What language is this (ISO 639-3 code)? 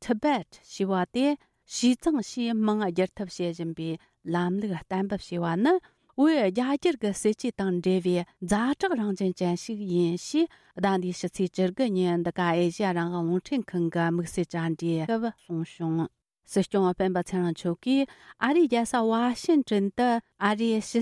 bod